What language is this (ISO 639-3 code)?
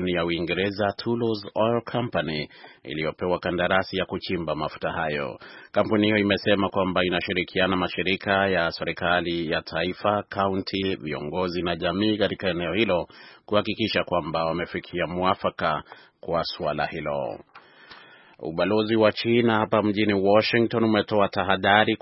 swa